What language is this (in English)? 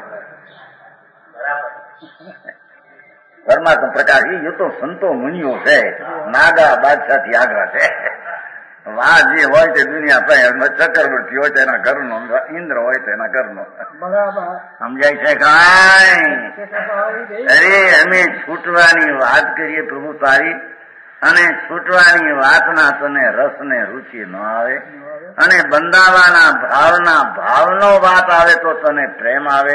Gujarati